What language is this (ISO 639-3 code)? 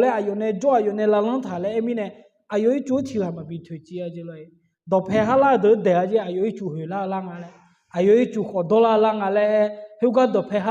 ahk